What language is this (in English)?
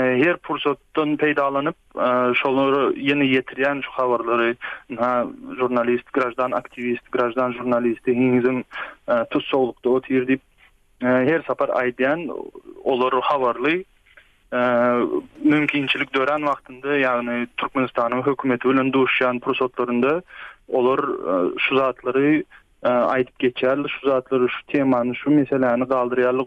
Turkmen